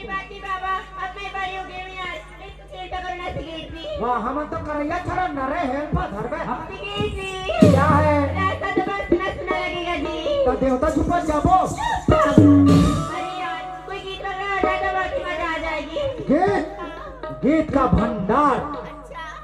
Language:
Chhattisgarhi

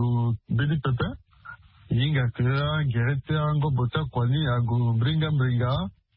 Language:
Sango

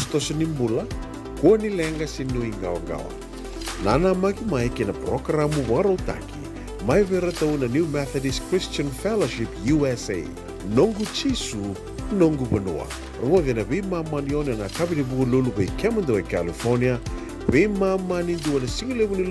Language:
Fijian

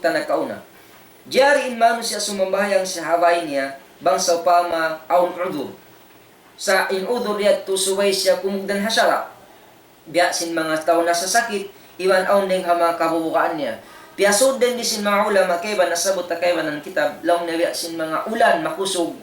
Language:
Tausug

